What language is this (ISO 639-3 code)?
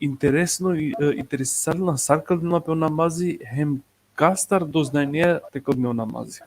rmn